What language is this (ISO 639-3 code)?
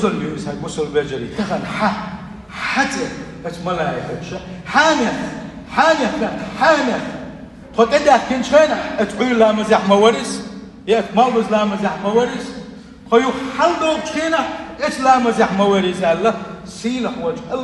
che